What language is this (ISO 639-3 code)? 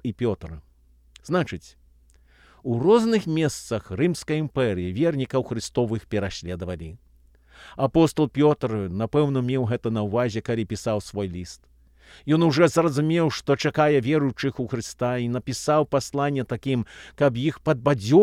bel